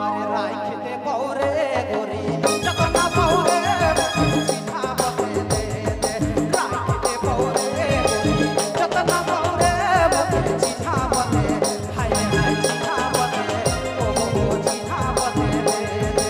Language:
Sadri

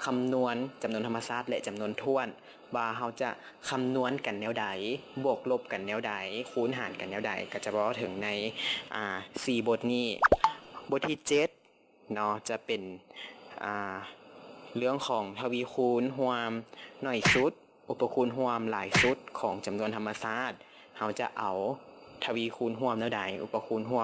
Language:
Lao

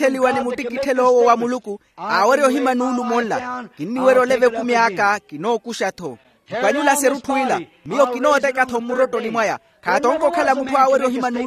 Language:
Makhuwa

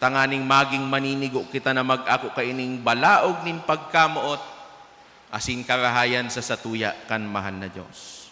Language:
Bikol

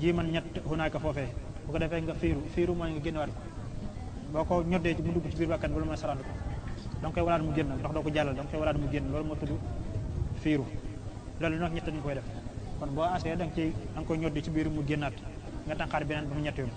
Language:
Wolof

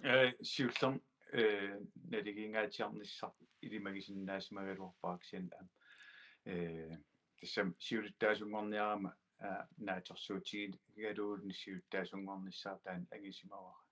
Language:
Kalaallisut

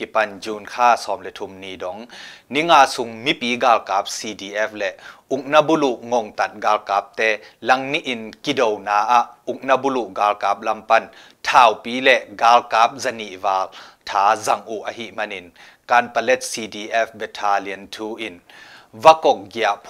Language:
Tedim Chin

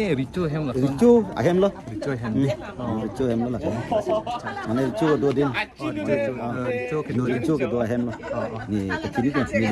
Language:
Karbi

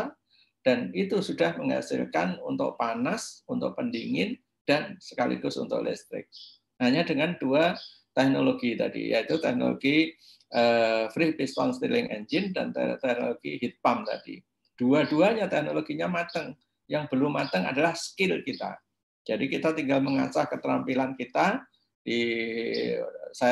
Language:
Indonesian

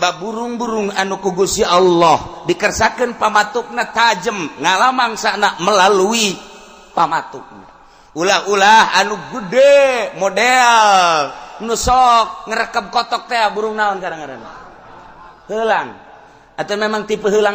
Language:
Sundanese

